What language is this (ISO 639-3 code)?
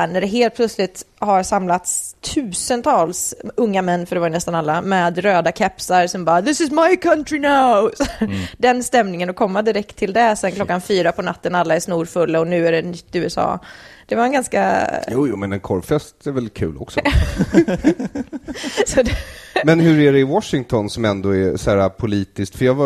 swe